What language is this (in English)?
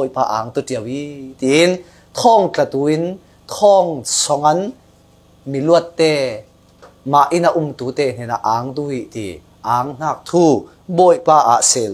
Falam Chin